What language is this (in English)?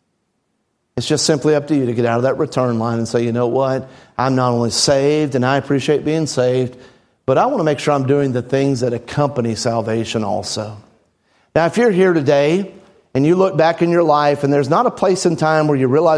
English